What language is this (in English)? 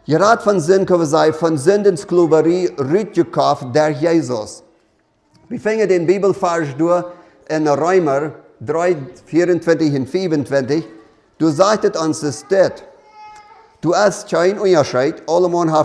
Plautdietsch